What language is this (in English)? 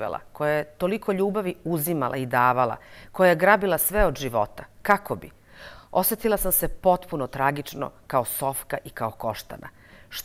Serbian